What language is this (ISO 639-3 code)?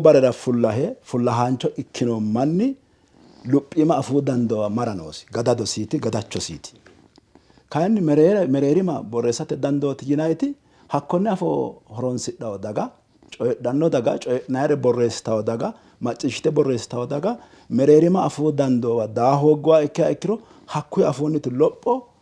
sid